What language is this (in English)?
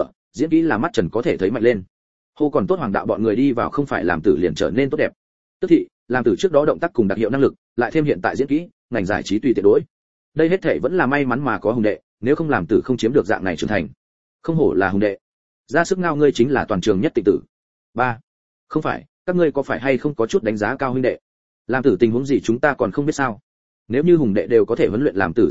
Vietnamese